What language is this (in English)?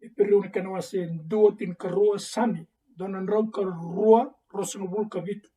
Fijian